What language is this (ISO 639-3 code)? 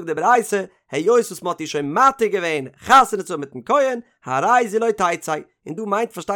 yid